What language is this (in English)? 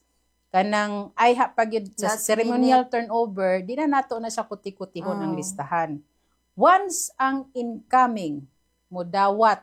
Cebuano